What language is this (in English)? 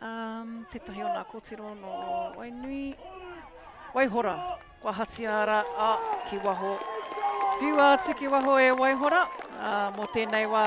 Māori